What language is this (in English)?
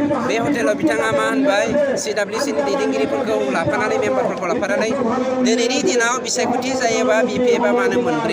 Bodo